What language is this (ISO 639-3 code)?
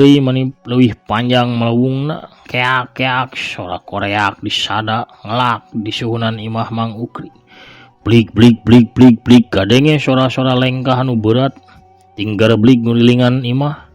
sun